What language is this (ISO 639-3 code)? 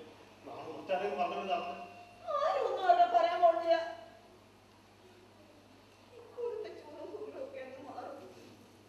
mal